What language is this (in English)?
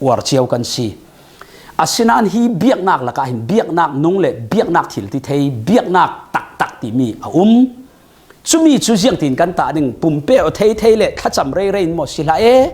Falam Chin